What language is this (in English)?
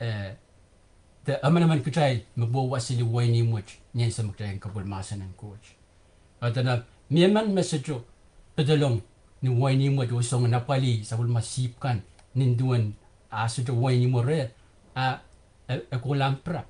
Pohnpeian